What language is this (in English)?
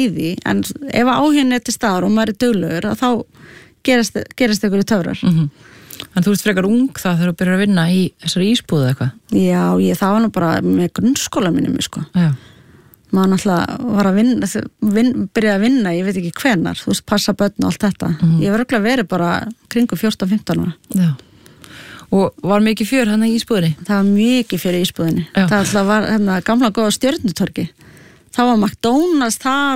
Icelandic